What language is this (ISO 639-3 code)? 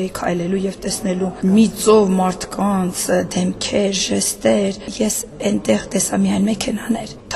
hye